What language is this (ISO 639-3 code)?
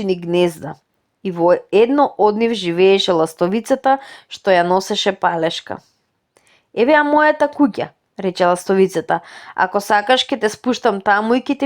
mkd